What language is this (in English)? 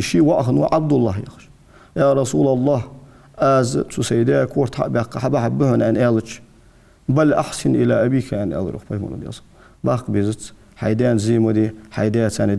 Ingush